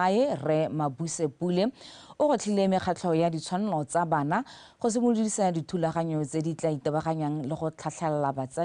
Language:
Tswana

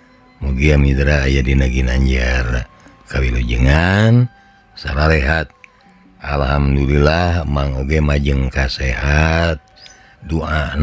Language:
Sundanese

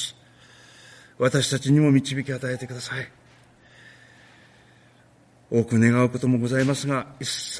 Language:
Japanese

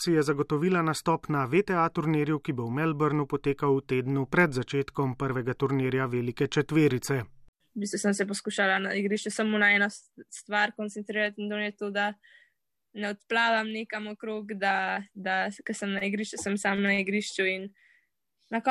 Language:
Slovenian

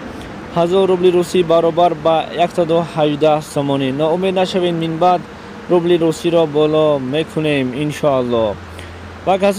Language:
Tajik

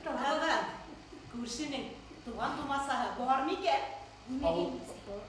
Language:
Bashkir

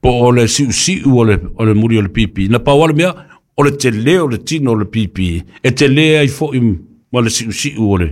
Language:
Samoan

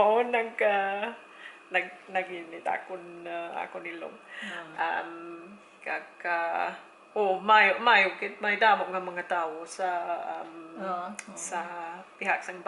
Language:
Hiligaynon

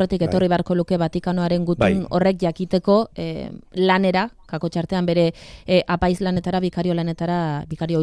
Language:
Basque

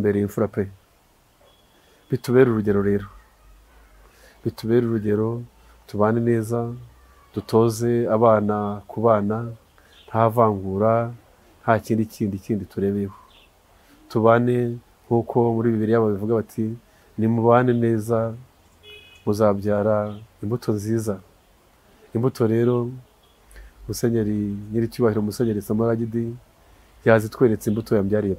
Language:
Kinyarwanda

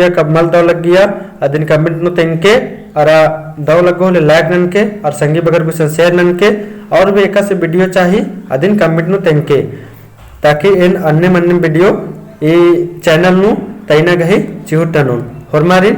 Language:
Kurukh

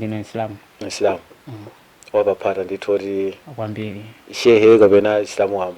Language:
Nyanja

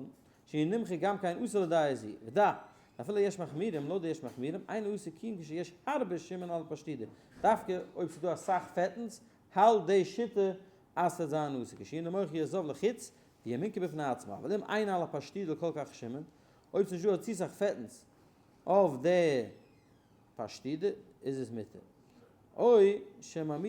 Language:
Yiddish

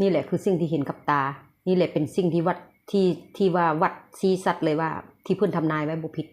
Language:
Northeastern Thai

